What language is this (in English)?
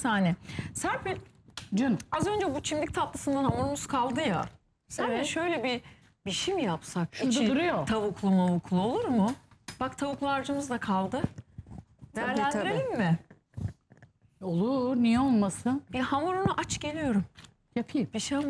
Turkish